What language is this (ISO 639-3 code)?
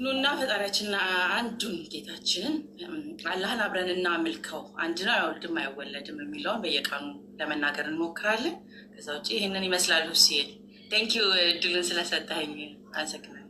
amh